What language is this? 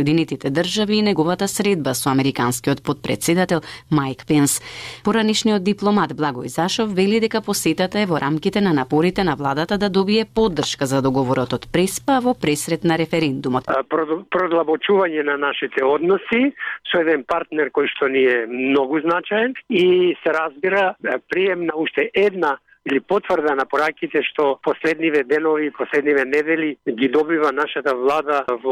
Macedonian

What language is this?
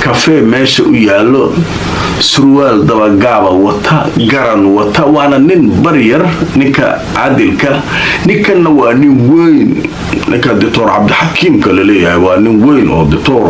Somali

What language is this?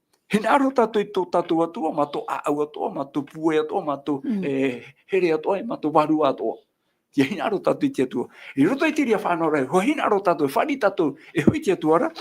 Tahitian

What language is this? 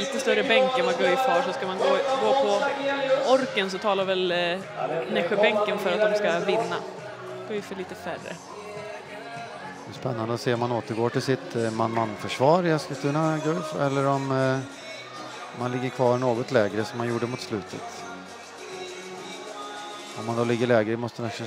Swedish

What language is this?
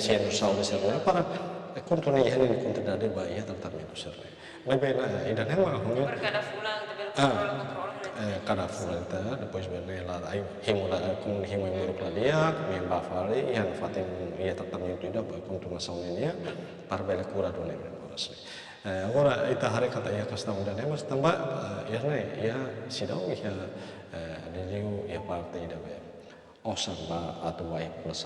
Tetum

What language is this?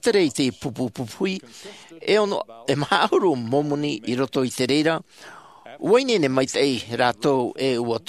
Tahitian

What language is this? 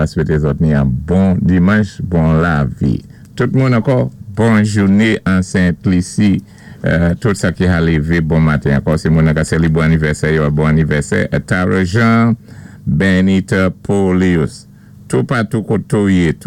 Saint Lucian Creole French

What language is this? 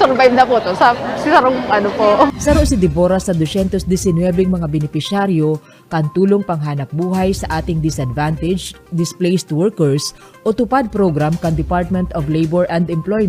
Bikol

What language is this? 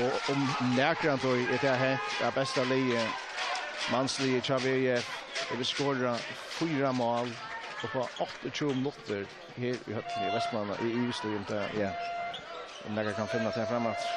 Faroese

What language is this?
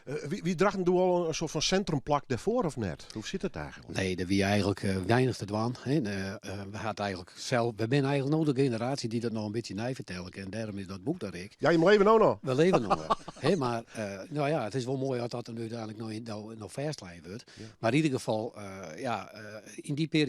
Western Frisian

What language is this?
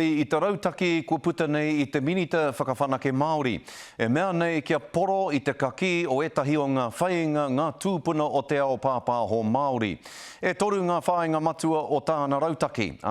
Māori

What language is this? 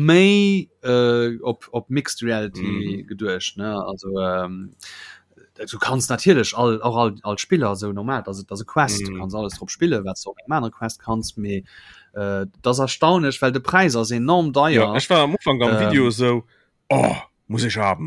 Luxembourgish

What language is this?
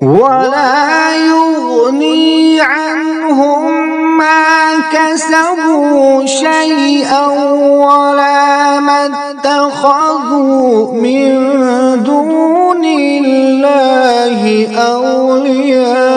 Kashmiri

